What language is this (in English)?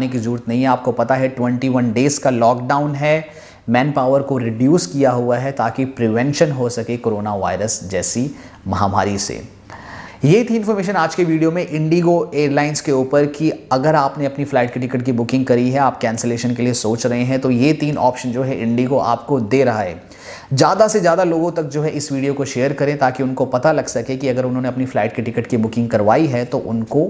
Hindi